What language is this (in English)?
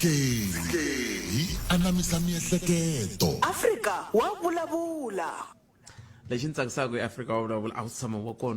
Tsonga